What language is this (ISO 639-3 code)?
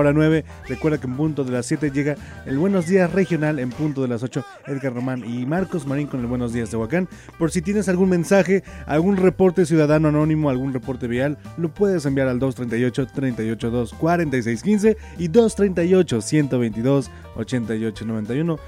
spa